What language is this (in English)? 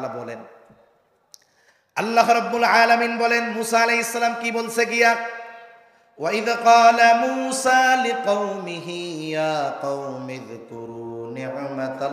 Bangla